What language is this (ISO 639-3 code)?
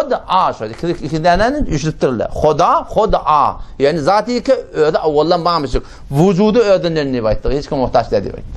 tuk